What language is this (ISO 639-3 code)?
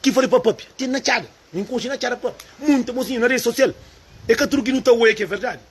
kea